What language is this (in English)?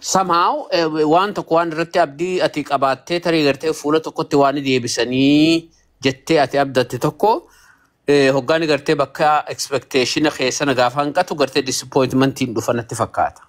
Oromo